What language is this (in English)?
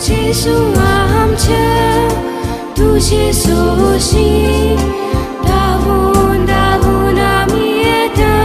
Konkani